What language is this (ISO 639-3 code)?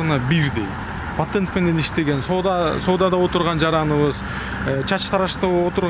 kir